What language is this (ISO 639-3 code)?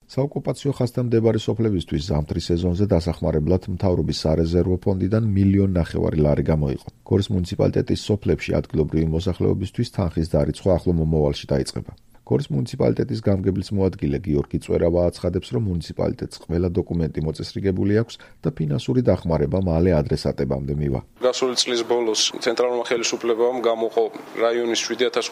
kat